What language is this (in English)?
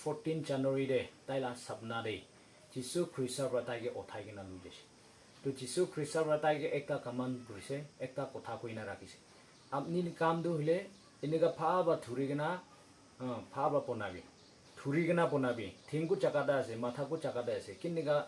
Naga Pidgin